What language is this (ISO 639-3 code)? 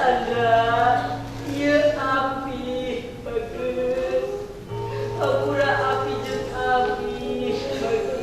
sun